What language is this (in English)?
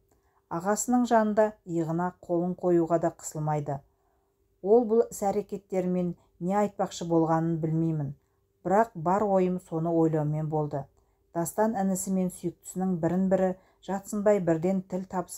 Kazakh